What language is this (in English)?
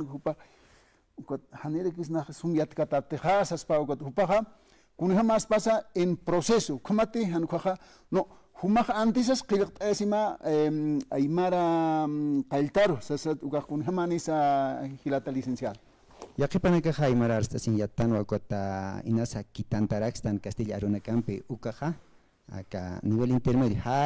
Aymara